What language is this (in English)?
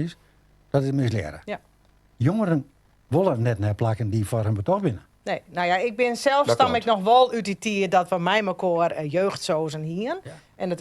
Western Frisian